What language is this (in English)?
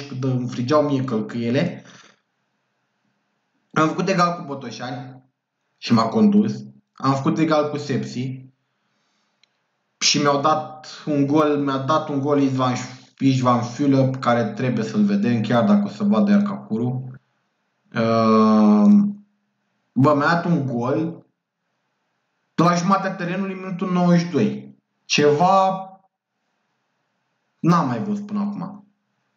Romanian